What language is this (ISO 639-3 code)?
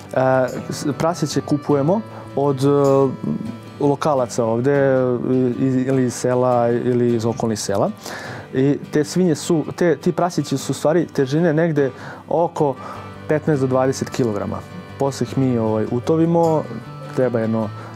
srp